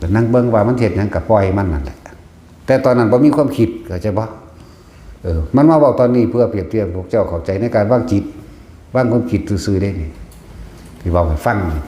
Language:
Northeastern Thai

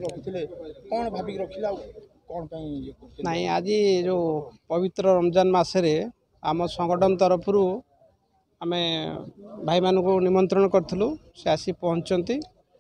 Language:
Odia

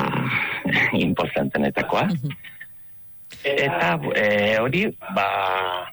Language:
Basque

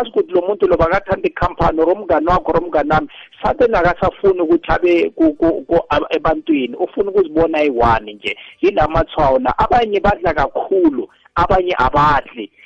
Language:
South Ndebele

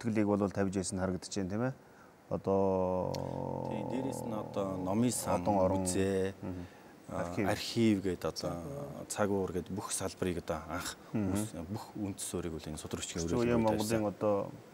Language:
Mongolian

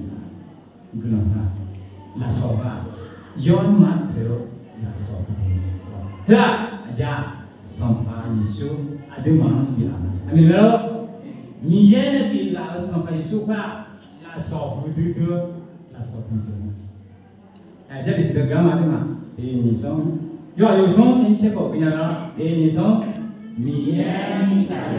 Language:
Akha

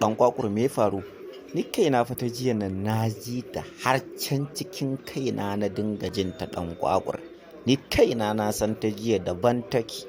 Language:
Hausa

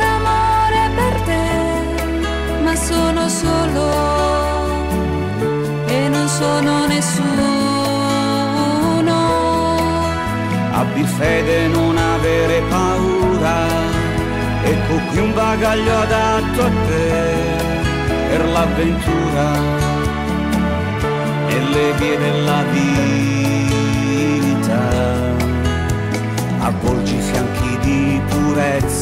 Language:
Italian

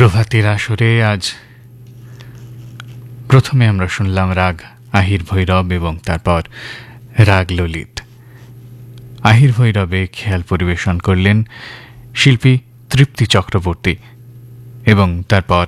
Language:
Bangla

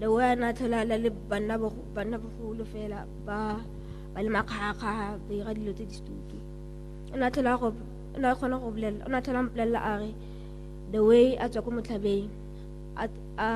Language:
Tswana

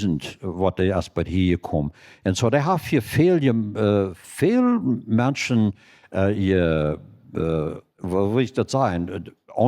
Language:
Plautdietsch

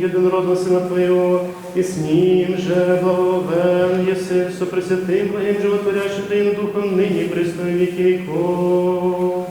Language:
Rusyn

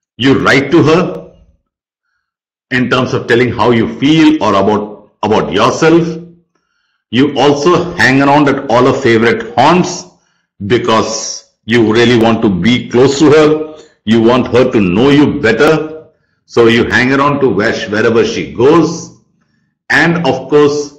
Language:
English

